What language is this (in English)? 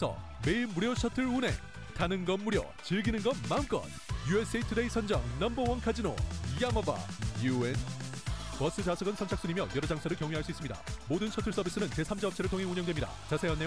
Korean